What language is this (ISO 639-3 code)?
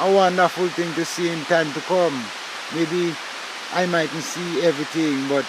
jam